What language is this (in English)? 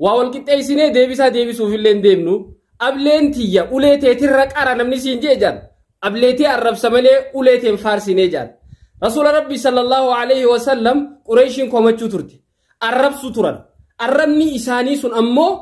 Oromo